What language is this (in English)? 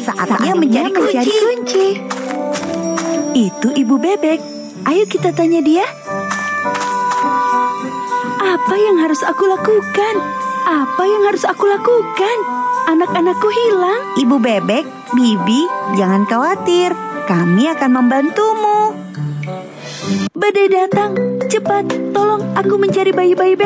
Indonesian